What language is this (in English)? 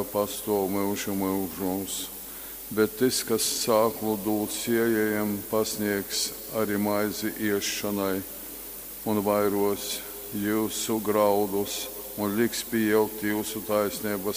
Latgalian